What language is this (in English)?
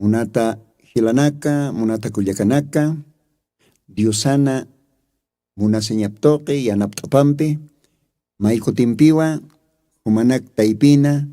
Aymara